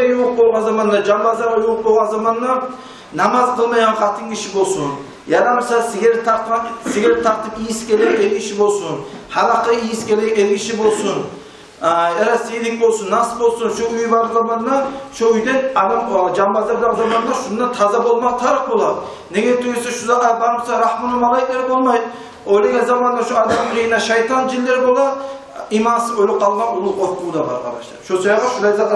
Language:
Kumyk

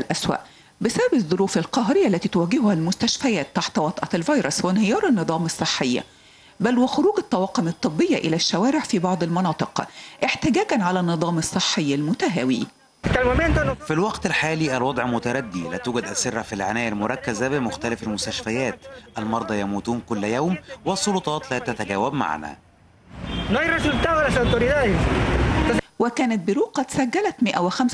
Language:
Arabic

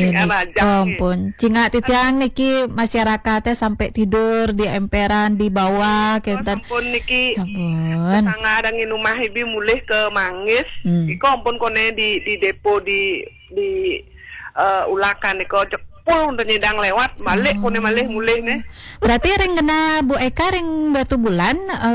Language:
Balinese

